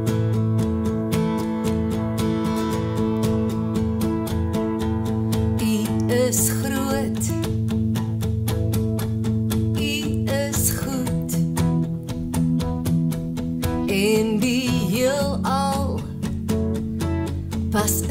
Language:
Afrikaans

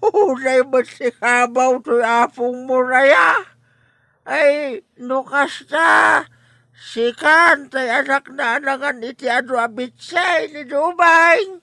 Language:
Iloko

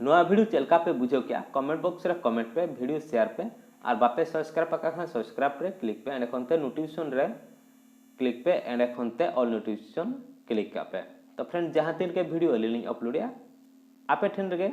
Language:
Santali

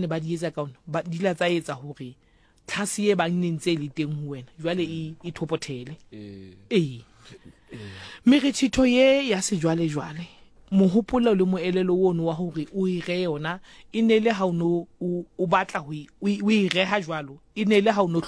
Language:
Southern Sotho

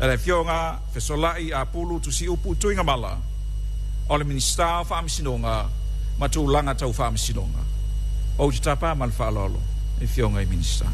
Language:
Samoan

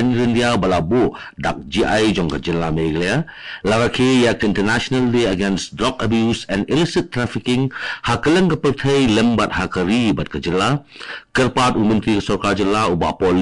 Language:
Khasi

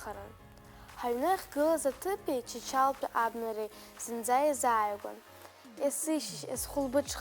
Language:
Abkhazian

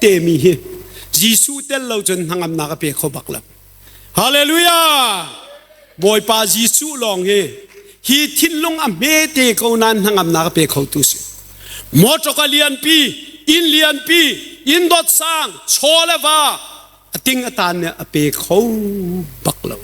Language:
Hakha Chin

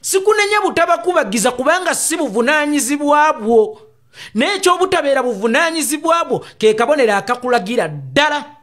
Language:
Ganda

